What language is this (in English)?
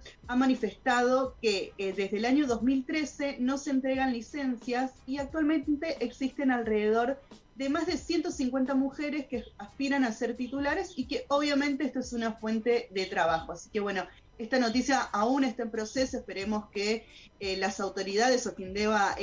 Spanish